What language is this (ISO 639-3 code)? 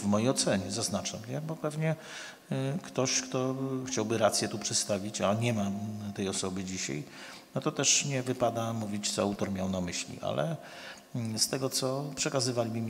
pol